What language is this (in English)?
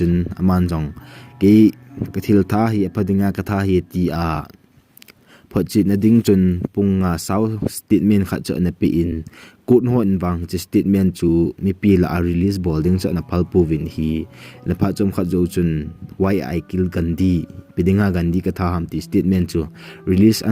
Thado Chin